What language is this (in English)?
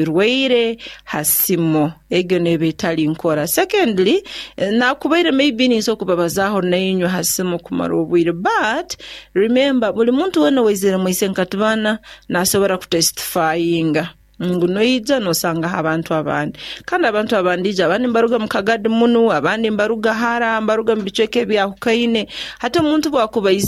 Nyoro